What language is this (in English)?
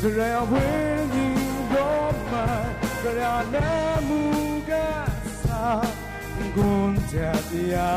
Kachin